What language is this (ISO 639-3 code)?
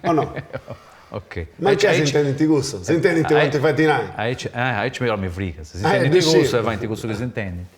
srd